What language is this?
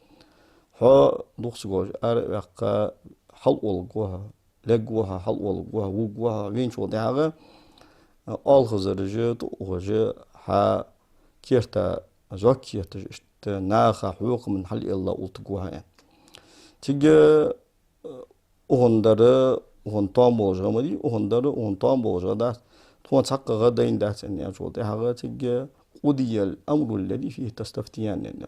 Ingush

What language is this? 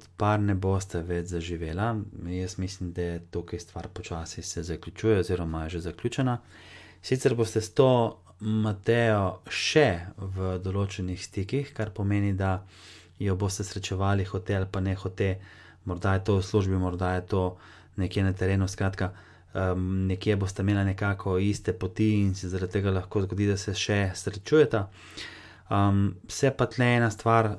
Slovenian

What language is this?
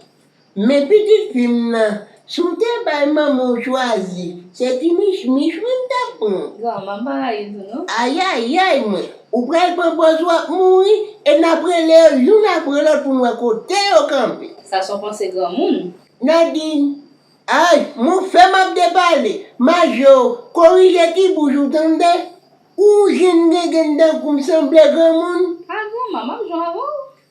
Haitian Creole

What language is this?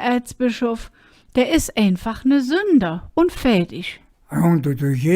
Colognian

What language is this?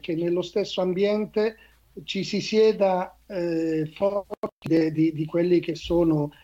Italian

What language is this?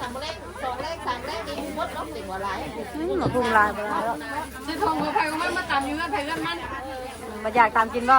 Northeastern Thai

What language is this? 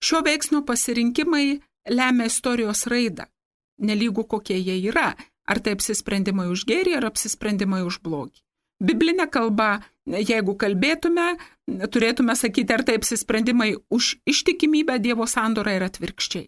Lithuanian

